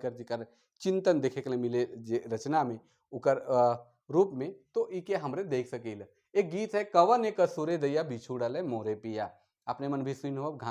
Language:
Sadri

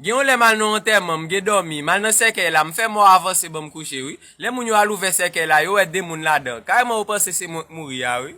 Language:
Haitian Creole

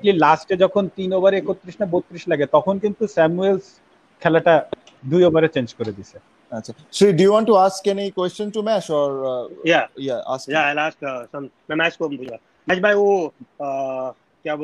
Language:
Bangla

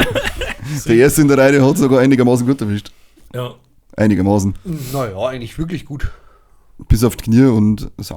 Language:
Bavarian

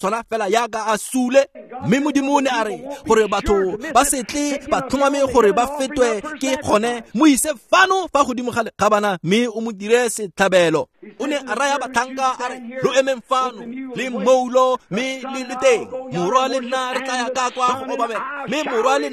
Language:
Tswana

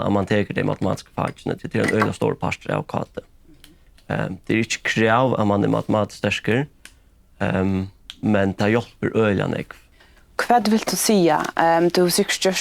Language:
Faroese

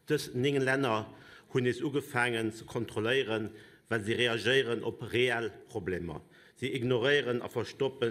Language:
Luxembourgish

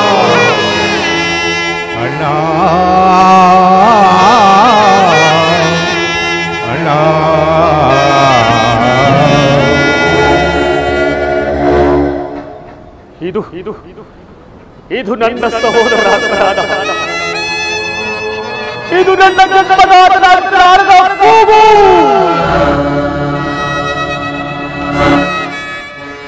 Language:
Kannada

